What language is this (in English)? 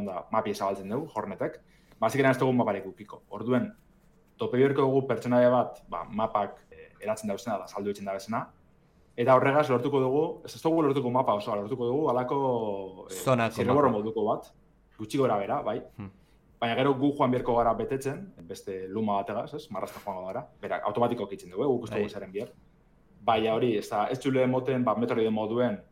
Basque